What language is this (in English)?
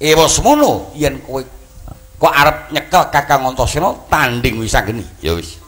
Javanese